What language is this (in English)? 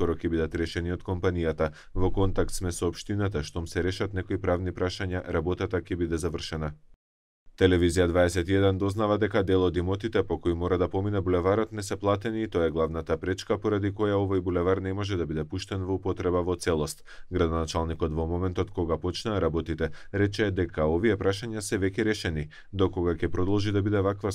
Macedonian